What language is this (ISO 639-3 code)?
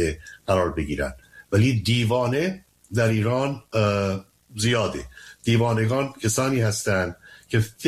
fas